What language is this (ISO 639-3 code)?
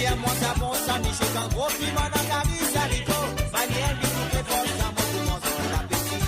mfe